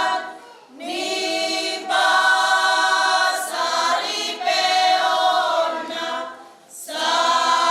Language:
Batak Toba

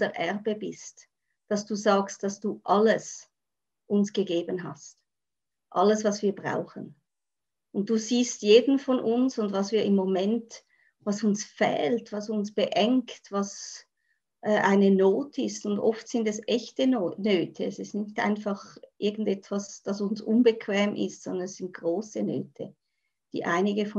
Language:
Swiss German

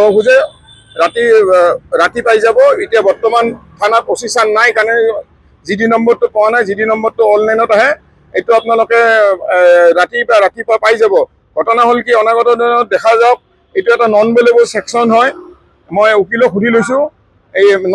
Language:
Assamese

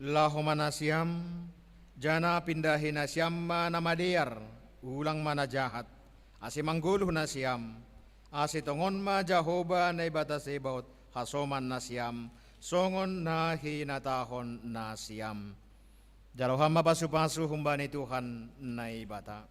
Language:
Batak Simalungun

